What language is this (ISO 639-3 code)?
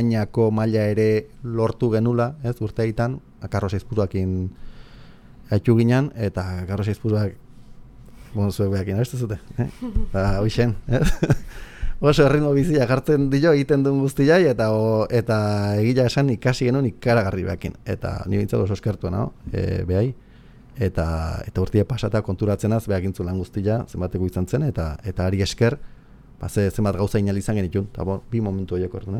eus